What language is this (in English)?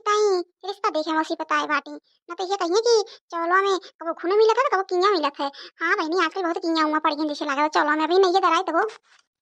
Awadhi